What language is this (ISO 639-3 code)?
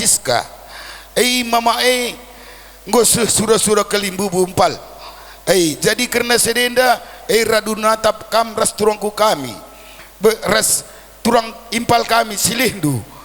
btx